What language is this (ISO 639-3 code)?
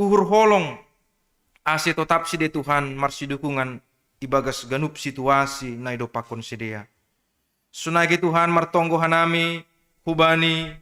bts